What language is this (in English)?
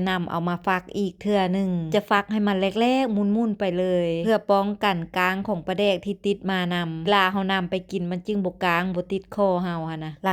Lao